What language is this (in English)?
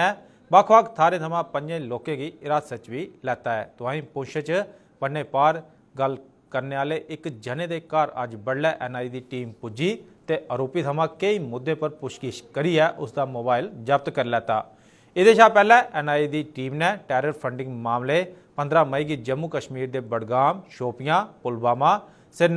Dogri